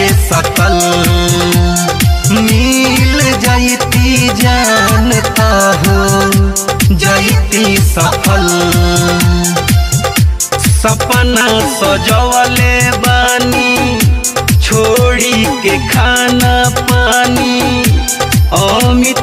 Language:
Bhojpuri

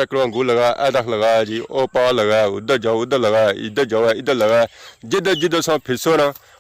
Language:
Pahari-Potwari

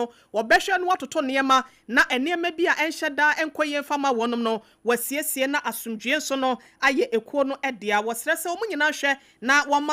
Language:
Akan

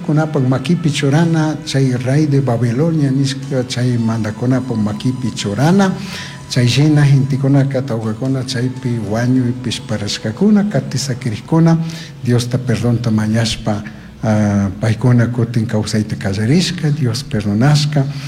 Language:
Chimborazo Highland Quichua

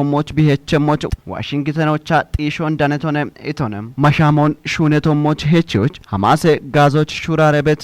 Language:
Kafa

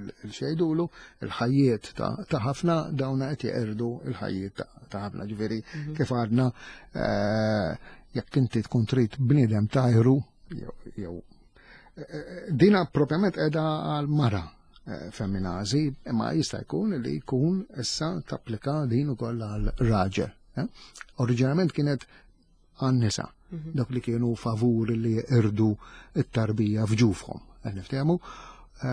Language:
Maltese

